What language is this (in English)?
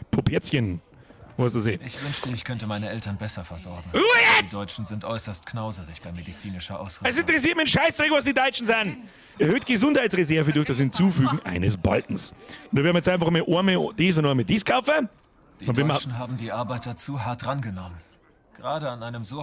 Bavarian